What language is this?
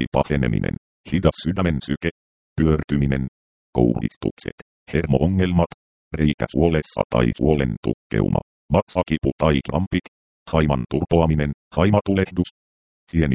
Finnish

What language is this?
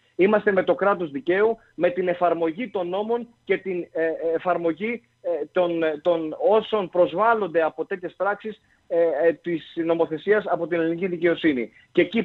Greek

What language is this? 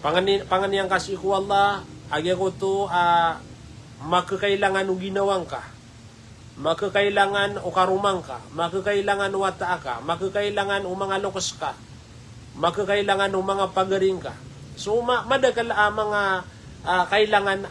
Maranao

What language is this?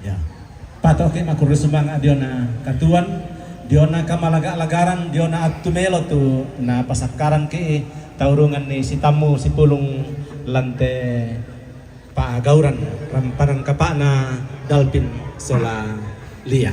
Toraja-Sa'dan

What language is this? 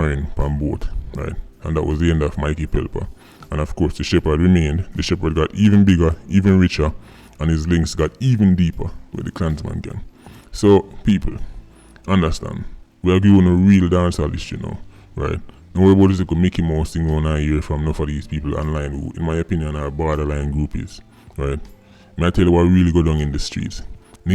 Jamaican Creole English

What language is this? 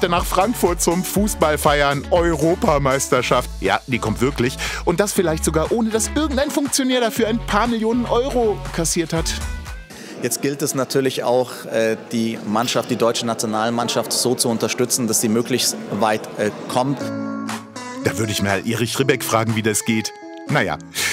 German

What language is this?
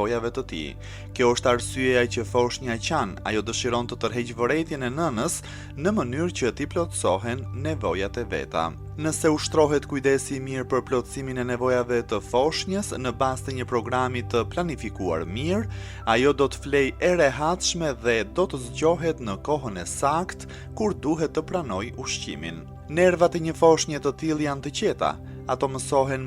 Albanian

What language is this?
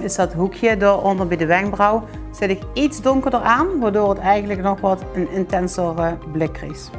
Limburgish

